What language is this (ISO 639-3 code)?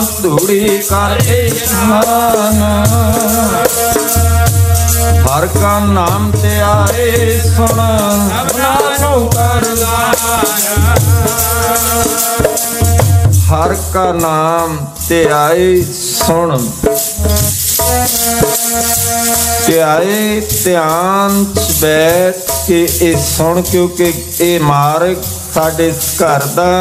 pan